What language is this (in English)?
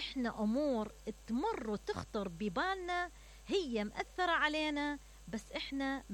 Mesopotamian Arabic